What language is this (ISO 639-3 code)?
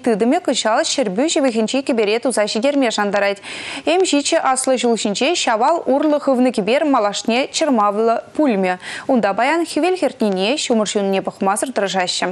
chv